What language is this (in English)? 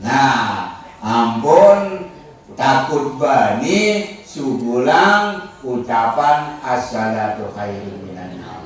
Sasak